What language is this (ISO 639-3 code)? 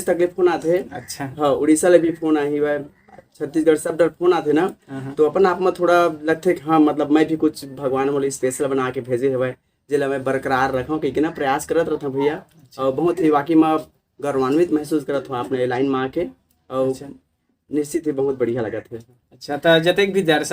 hne